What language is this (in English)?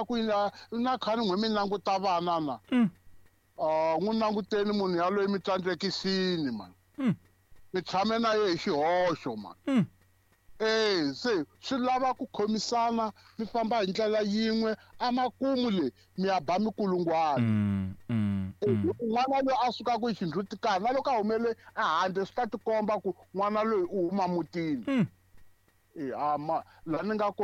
Tsonga